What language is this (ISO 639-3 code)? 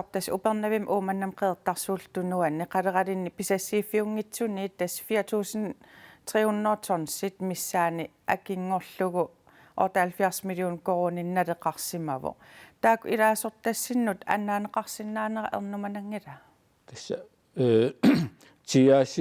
kal